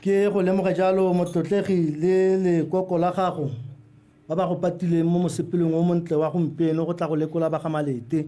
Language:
Tswana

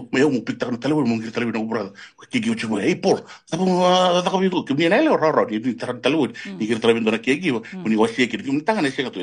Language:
Fijian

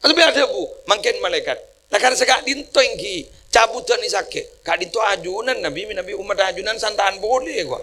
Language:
Madurese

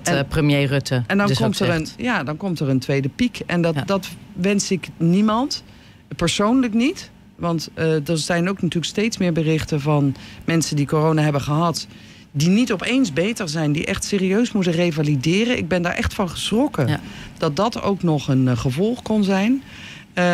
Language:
Dutch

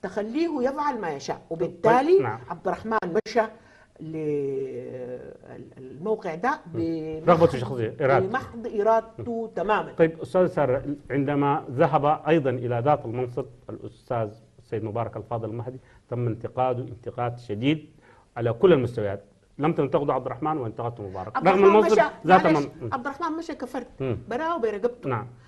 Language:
Sudanese Arabic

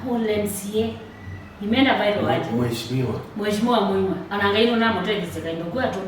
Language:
Kamba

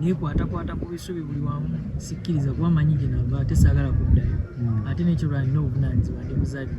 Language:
Ganda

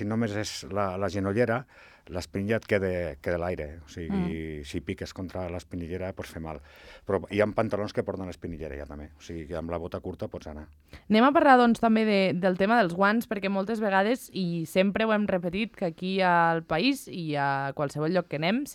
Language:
Catalan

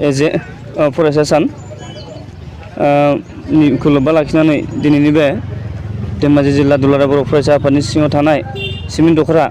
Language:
Bodo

